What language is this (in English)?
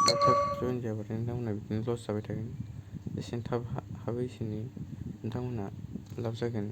Bodo